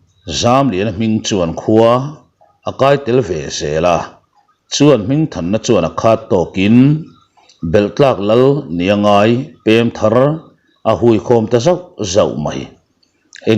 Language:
Mizo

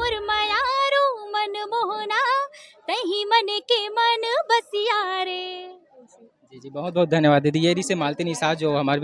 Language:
Chhattisgarhi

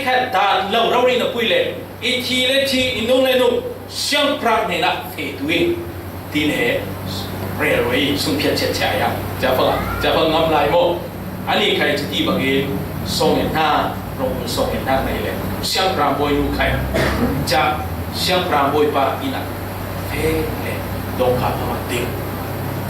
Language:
Falam Chin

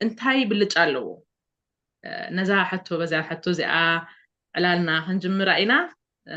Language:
Tigrinya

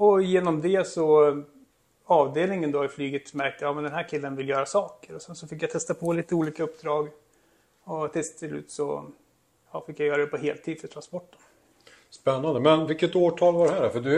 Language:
Swedish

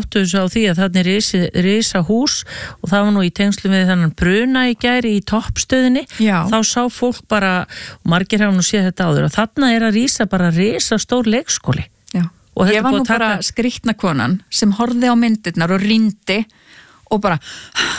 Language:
Icelandic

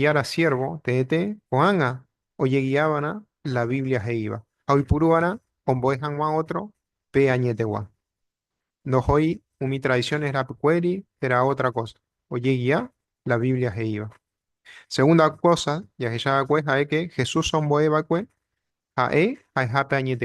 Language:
Guarani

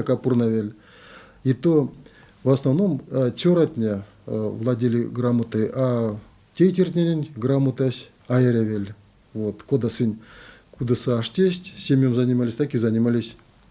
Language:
Erzya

